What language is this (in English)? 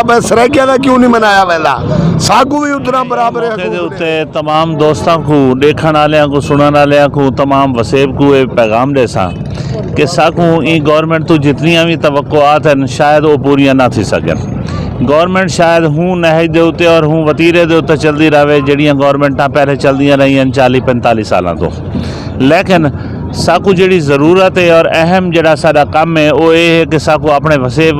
Saraiki